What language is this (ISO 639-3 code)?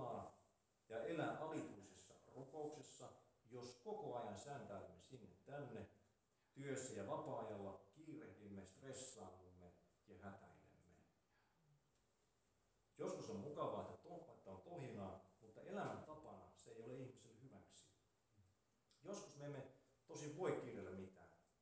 fin